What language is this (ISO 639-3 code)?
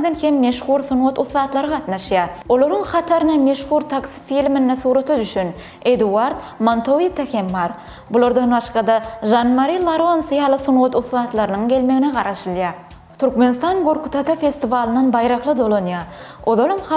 tuk